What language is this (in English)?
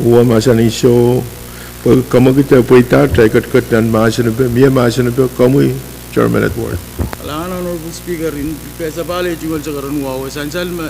Pohnpeian